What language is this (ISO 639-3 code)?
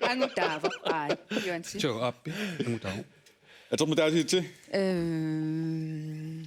kal